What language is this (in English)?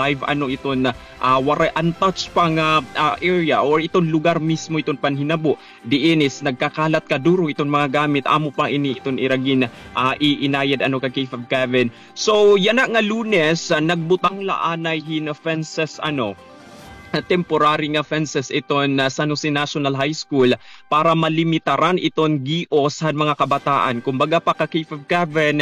Waray